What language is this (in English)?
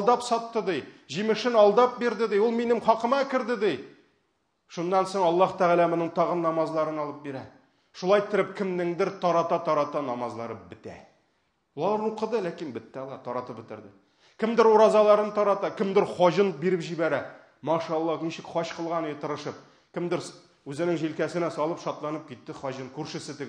Tatar